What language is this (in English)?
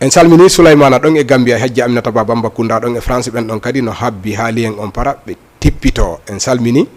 Fula